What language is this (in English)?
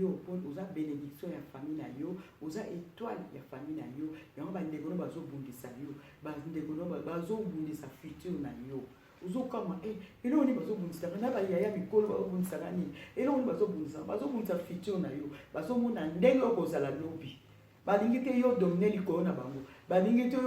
Lingala